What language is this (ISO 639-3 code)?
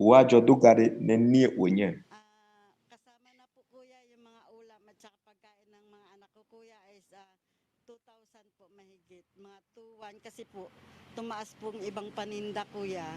ewe